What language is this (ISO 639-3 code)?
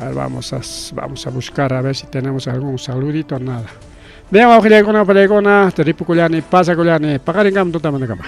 quy